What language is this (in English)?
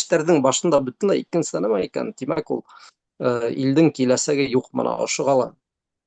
Bashkir